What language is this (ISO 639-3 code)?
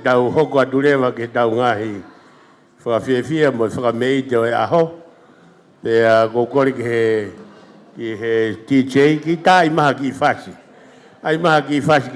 ton